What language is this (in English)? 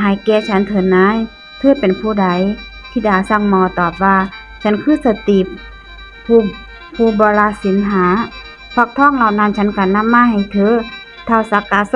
Northeastern Thai